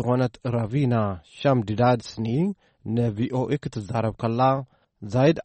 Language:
Tigrinya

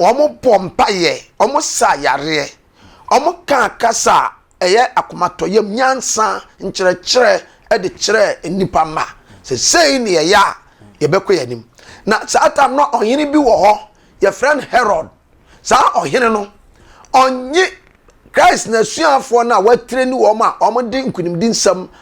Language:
Akan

